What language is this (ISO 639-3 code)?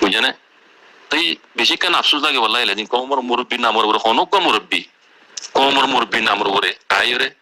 rhg